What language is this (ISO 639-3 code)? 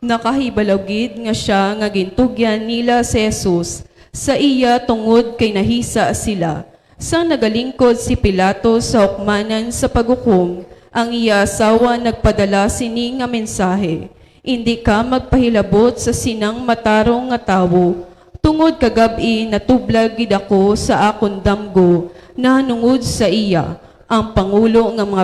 hil